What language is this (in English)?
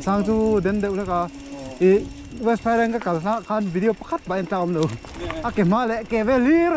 Mizo